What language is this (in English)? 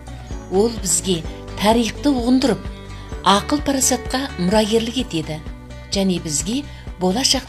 Kazakh